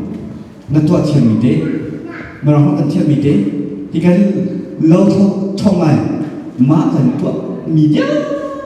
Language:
Hakha Chin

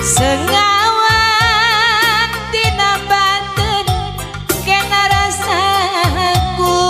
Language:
Batak Karo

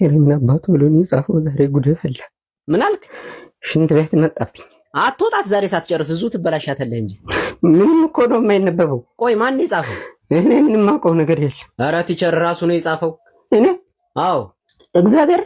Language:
Amharic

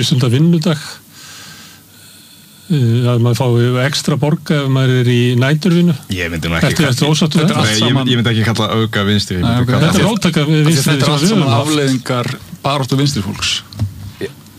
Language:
Icelandic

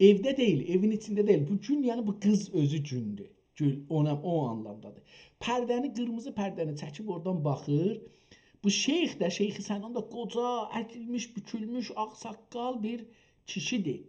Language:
South Azerbaijani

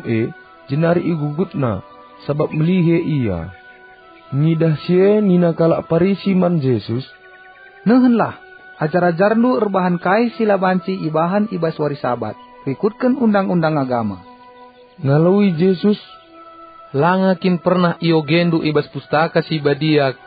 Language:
Batak Karo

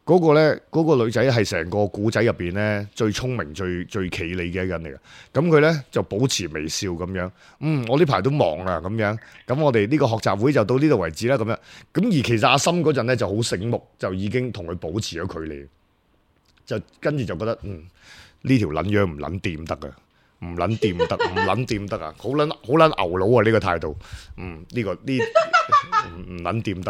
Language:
Cantonese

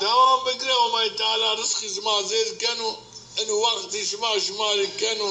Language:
Zaza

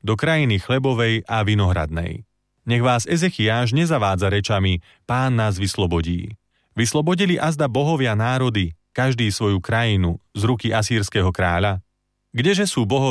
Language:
Slovak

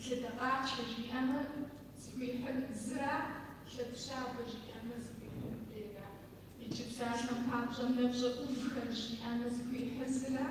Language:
Kabardian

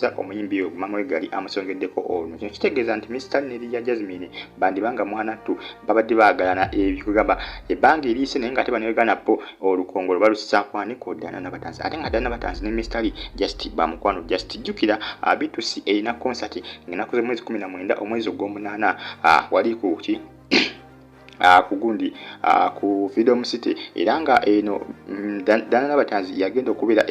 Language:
Ganda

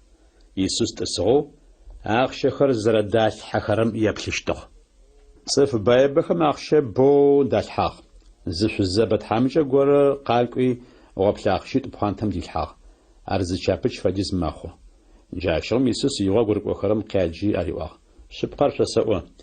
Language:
Adyghe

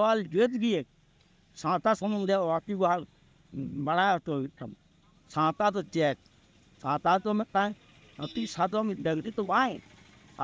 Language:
Santali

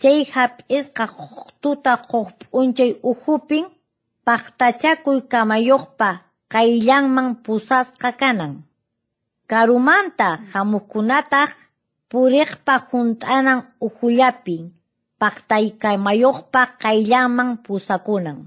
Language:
Quechua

